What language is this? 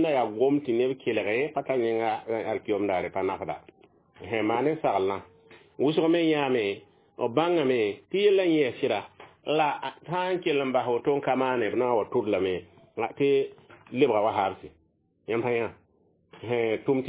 Mossi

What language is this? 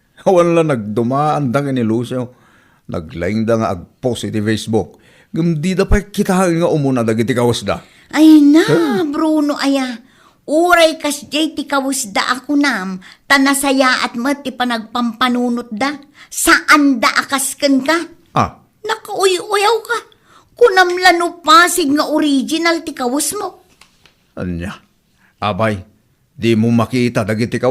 Iloko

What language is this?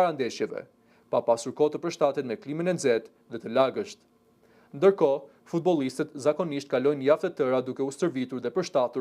Albanian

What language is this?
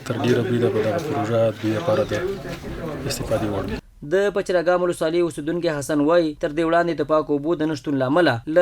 Pashto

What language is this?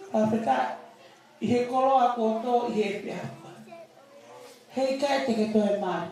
Tongan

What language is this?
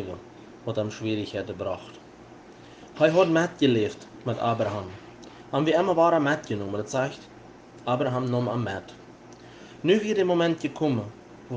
Plautdietsch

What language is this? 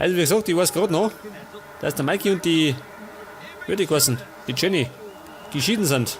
Bavarian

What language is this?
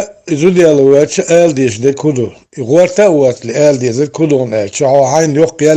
Chechen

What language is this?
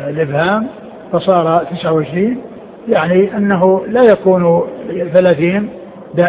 Arabic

